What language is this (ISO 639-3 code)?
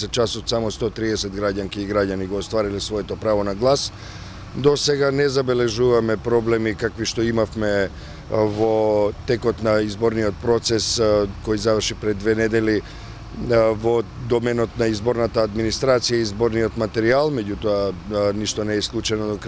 mkd